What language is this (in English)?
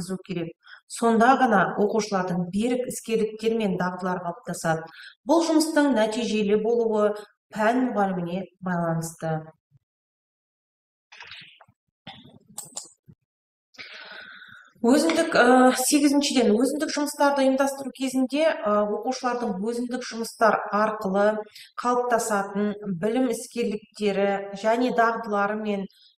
Kazakh